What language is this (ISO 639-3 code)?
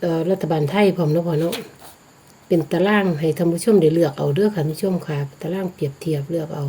tts